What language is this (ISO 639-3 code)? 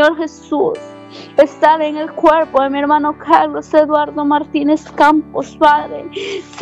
spa